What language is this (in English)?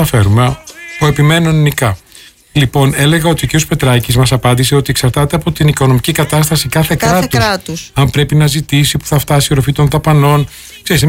Greek